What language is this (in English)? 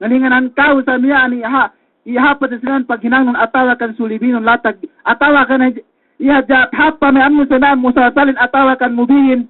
Yakan